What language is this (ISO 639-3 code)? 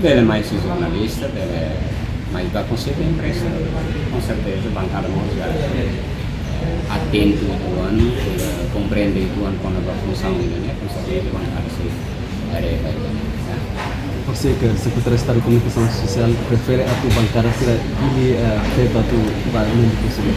tet